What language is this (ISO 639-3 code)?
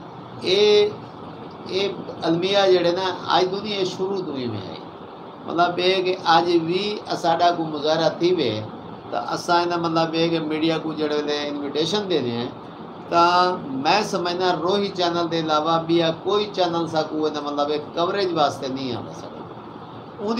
skr